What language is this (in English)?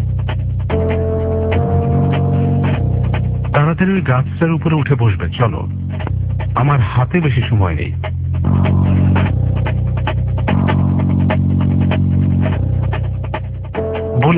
Bangla